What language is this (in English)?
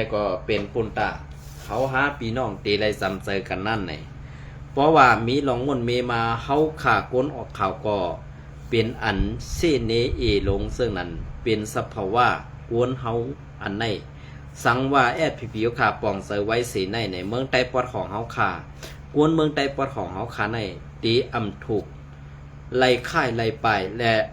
Shan